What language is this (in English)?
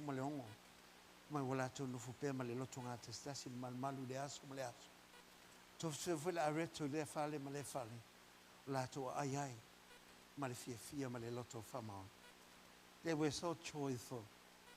Samoan